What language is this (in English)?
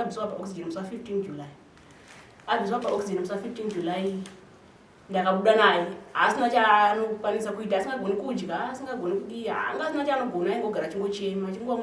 Shona